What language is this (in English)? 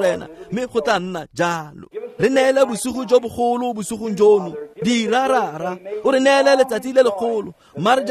Tswana